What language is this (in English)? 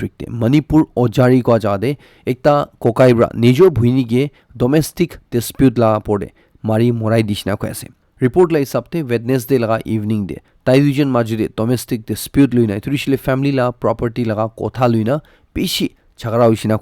Naga Pidgin